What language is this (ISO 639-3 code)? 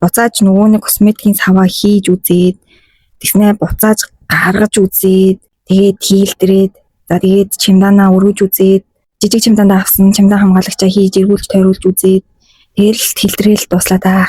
mon